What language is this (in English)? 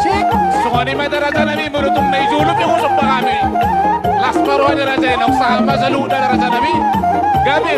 Batak Toba